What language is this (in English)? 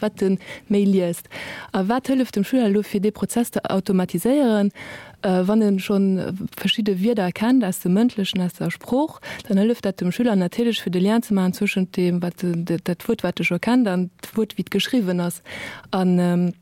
Luxembourgish